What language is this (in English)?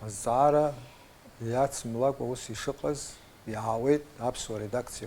Abkhazian